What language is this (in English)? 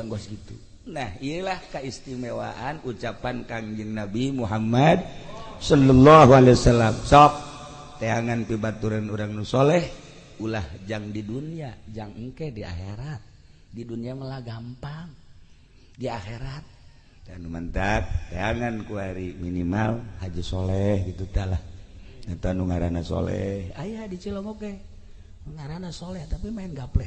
Sundanese